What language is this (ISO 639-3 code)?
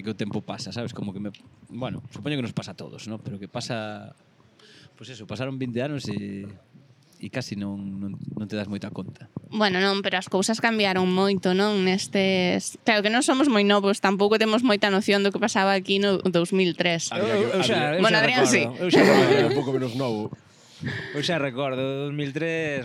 glg